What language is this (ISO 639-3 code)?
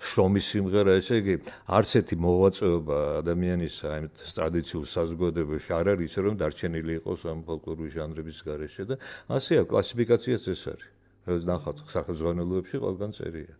kat